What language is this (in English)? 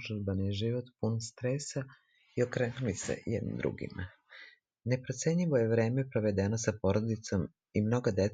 Serbian